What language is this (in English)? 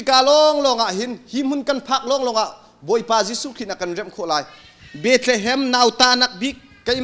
Hakha Chin